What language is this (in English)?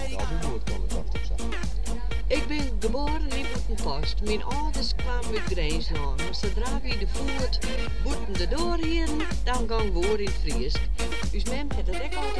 Western Frisian